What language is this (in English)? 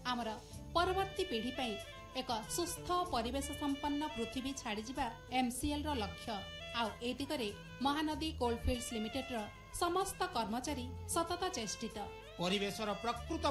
Odia